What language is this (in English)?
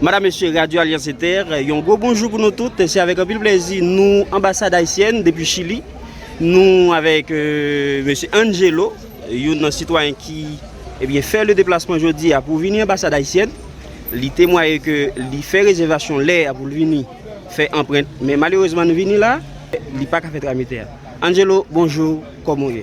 Haitian Creole